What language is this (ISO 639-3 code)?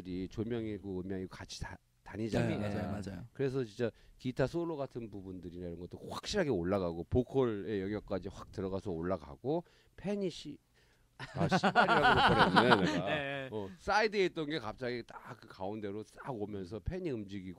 kor